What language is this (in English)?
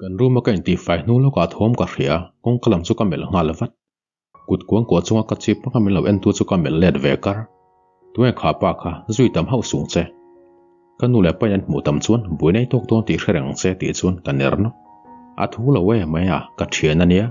Mizo